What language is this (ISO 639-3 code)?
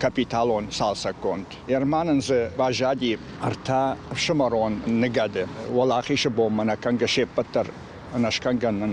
oss